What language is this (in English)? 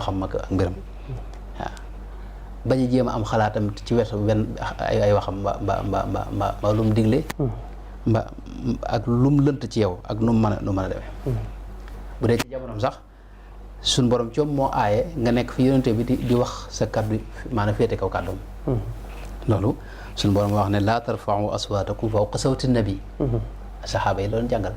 Wolof